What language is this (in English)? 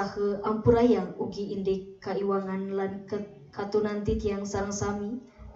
Balinese